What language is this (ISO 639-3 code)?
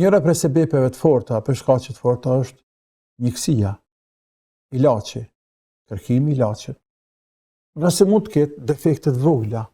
sqi